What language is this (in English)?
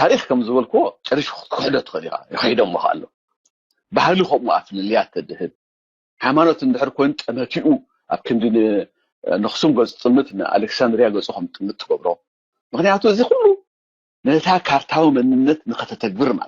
Tigrinya